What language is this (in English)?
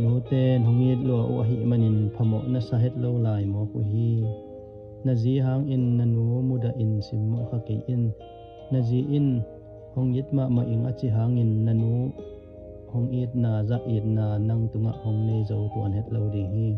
Tedim Chin